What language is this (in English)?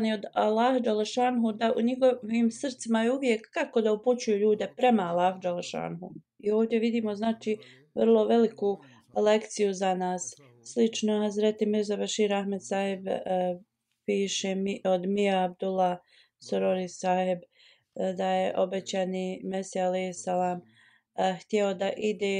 Bosnian